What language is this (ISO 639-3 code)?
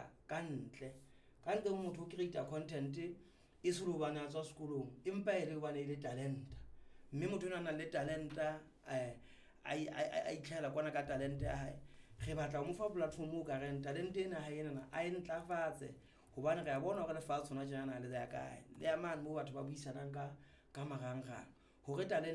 sot